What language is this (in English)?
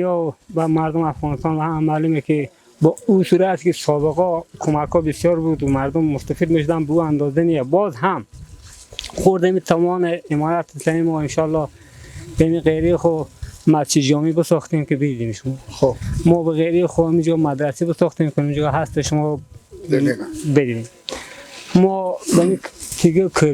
Persian